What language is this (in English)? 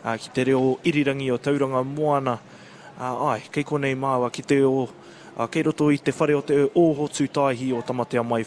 Māori